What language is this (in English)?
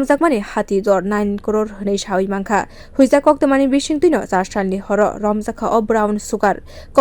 Kok Borok